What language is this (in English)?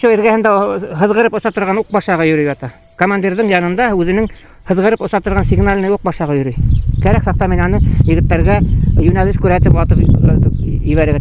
Bashkir